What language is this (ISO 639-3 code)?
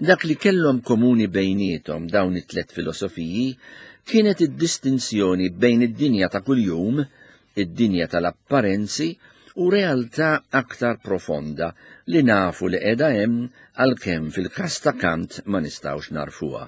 mlt